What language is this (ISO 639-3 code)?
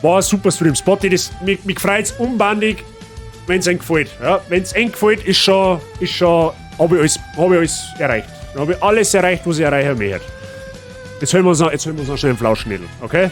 bar